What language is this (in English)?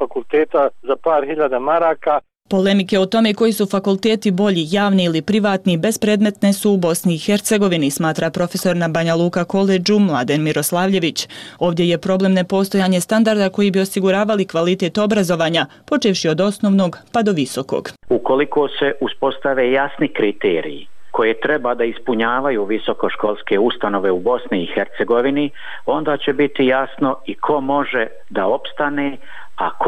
Bosnian